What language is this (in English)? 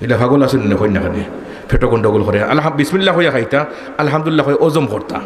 Sylheti